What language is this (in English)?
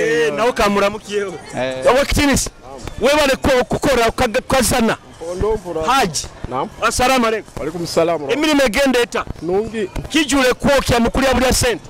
Nyoro